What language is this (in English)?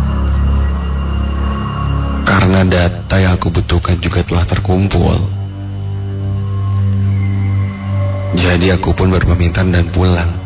Indonesian